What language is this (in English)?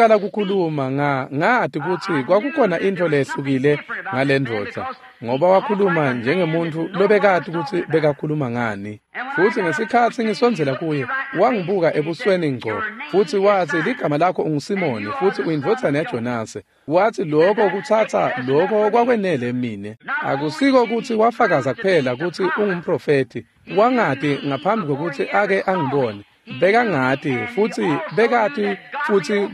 Swati